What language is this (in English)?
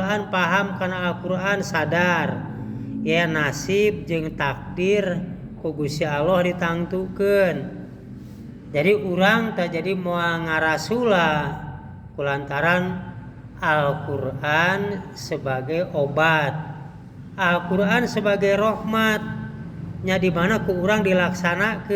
Sundanese